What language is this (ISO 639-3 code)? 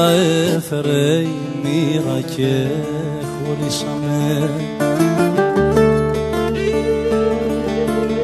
ell